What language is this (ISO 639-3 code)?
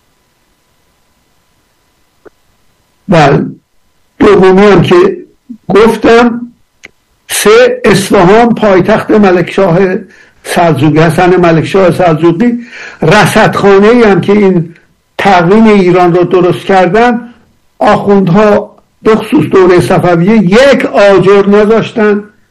fas